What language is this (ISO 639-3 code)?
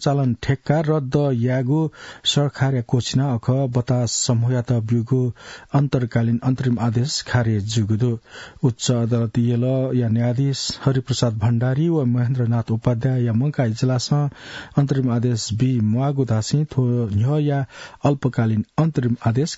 new